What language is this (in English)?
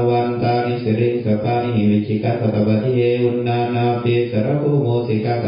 Pali